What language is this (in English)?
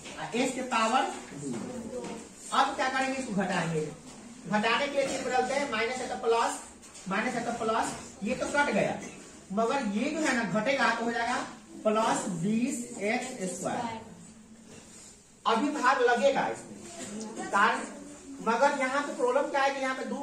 Hindi